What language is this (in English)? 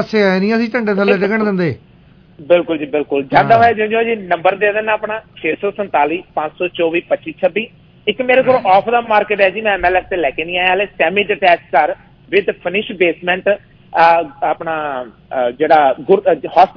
Punjabi